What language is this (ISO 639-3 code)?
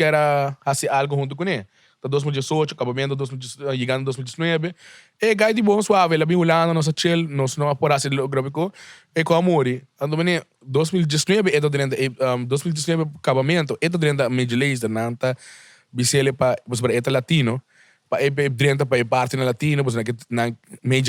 pap